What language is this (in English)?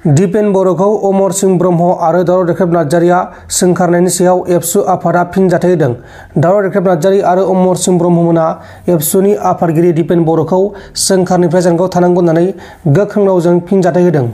Bodo